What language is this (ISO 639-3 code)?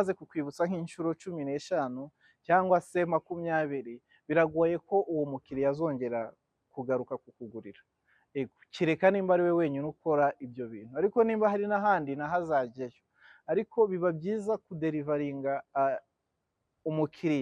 kin